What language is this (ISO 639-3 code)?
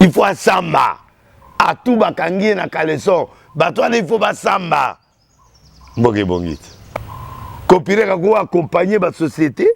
lin